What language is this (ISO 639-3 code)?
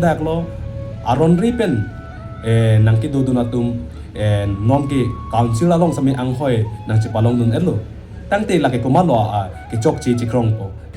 mjw